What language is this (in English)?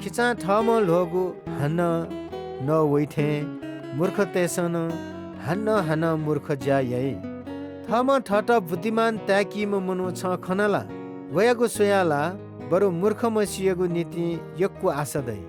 Newari